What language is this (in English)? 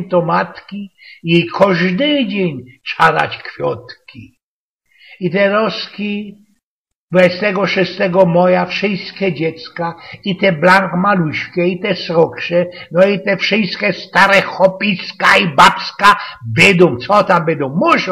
Silesian